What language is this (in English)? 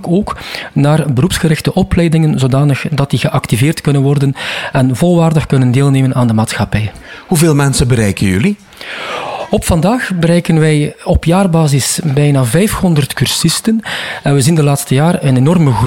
Dutch